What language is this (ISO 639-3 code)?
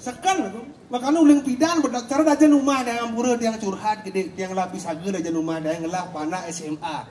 ban